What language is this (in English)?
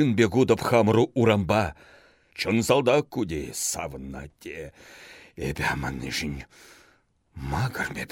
Chuvash